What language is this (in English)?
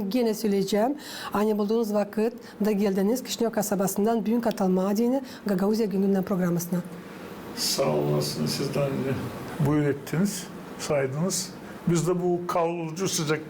Gagauz